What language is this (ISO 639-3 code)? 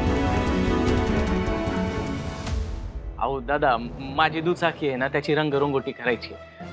mar